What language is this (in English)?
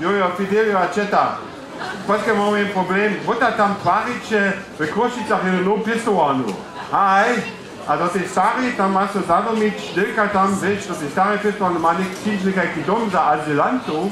Upper Sorbian